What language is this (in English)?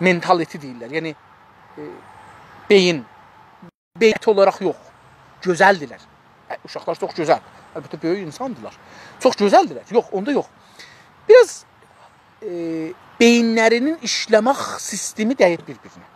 South Azerbaijani